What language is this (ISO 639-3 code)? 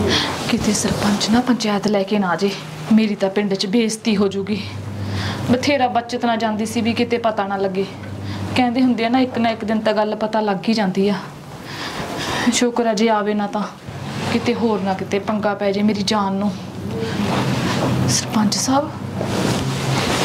pan